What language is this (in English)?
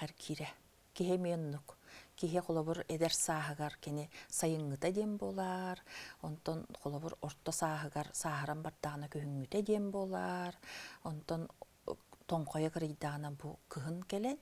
Yakut